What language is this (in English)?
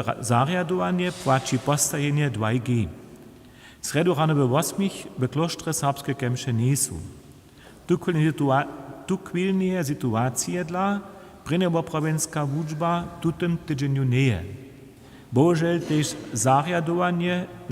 Upper Sorbian